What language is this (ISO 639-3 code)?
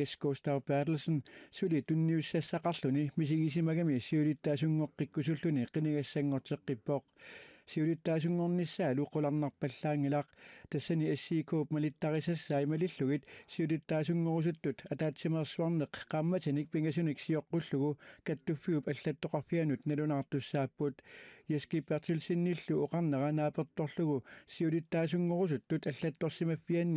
kal